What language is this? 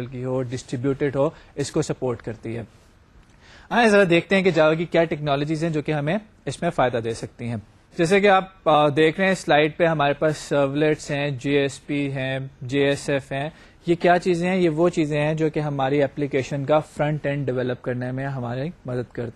Urdu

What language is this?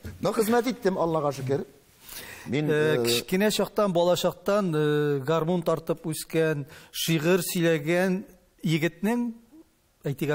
Tatar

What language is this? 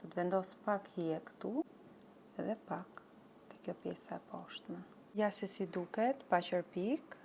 Albanian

